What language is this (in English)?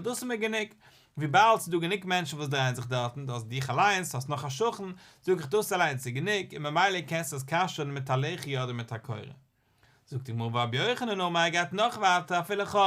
Yiddish